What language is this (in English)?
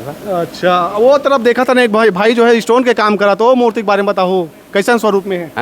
Chhattisgarhi